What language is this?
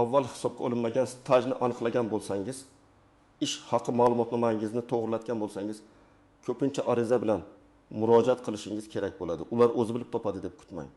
Uzbek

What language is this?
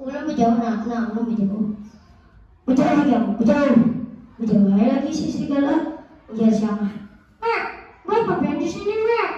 Banjar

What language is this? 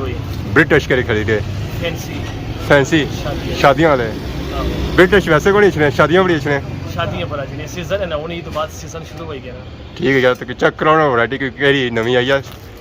Pahari-Potwari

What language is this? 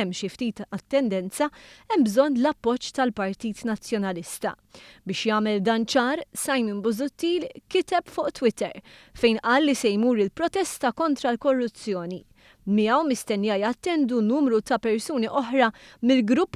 Maltese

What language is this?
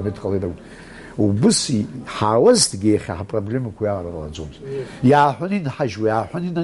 Abkhazian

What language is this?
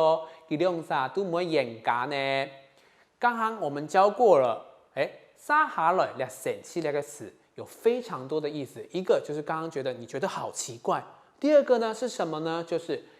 Hakka Chinese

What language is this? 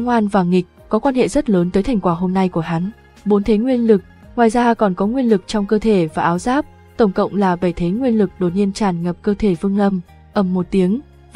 Vietnamese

